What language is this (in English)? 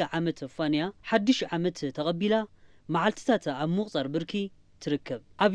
Tigrinya